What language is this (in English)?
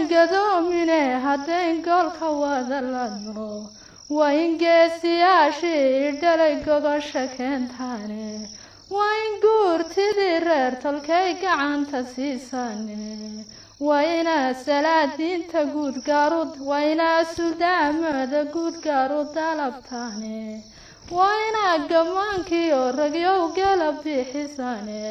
Somali